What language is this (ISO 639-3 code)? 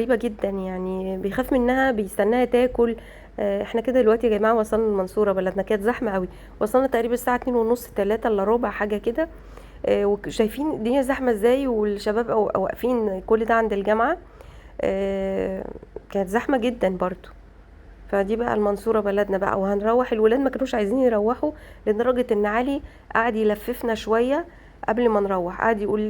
arz